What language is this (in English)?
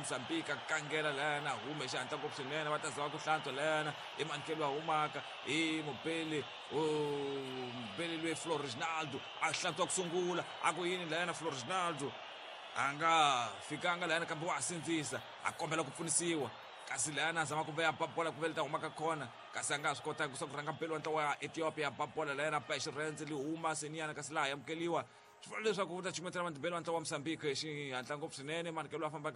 Tsonga